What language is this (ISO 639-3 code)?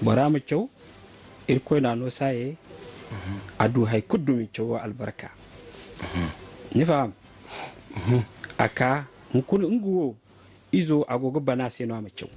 dje